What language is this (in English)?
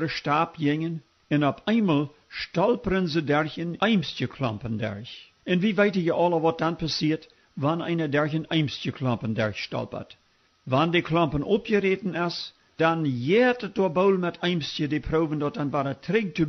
Plautdietsch